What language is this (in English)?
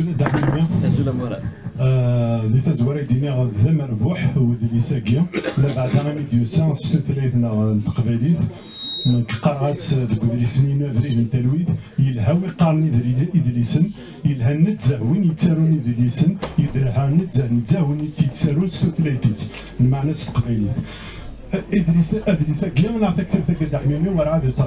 Kabyle